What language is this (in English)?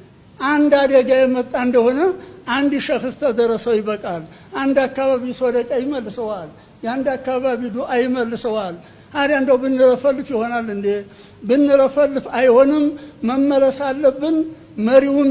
Amharic